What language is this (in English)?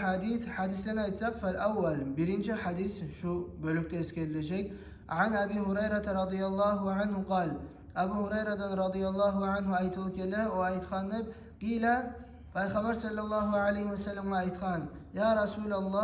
Kumyk